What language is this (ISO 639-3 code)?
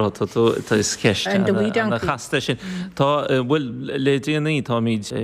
gle